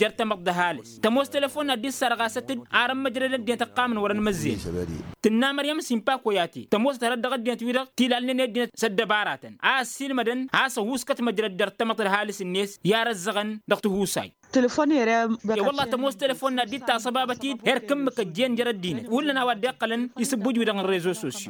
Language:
Tamasheq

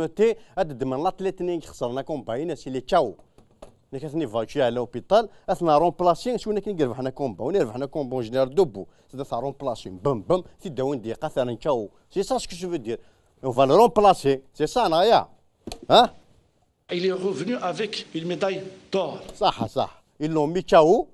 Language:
Kabyle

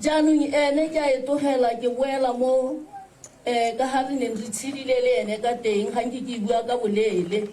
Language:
Tswana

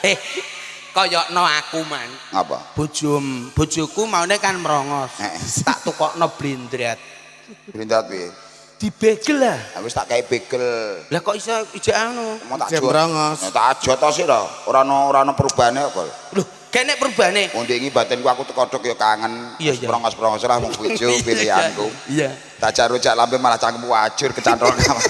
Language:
Javanese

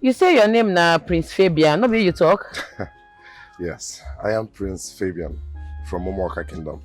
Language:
Nigerian Pidgin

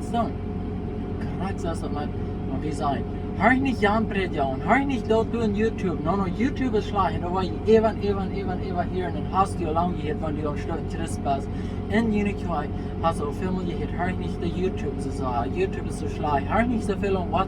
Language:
Plautdietsch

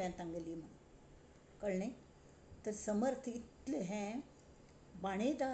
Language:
Konkani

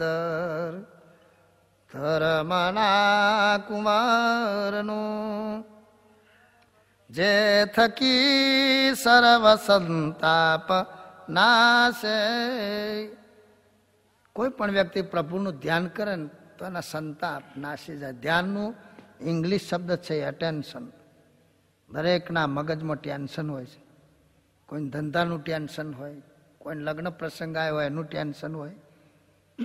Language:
Gujarati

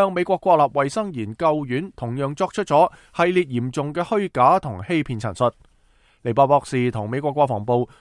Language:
Cantonese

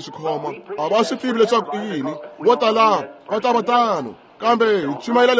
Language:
Tsonga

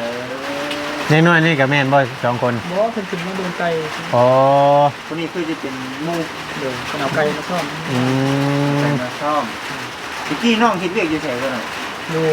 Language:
Northeastern Thai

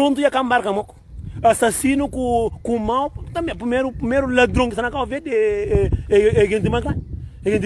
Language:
Kabuverdianu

